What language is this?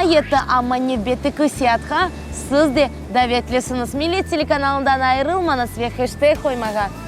Crimean Tatar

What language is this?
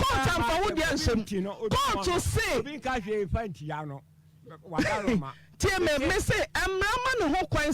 Akan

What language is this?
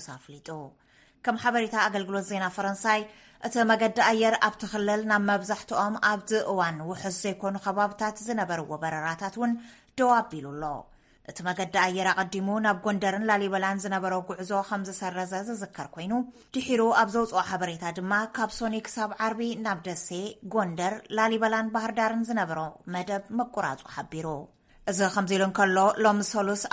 Tigrinya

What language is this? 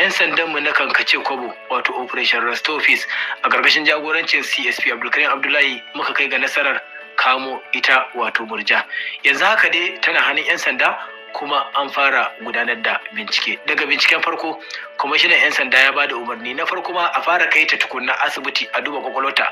Hausa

